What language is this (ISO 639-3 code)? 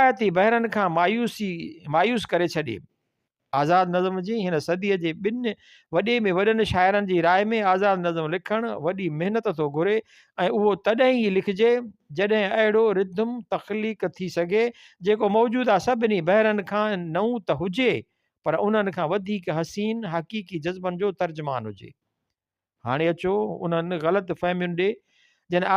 snd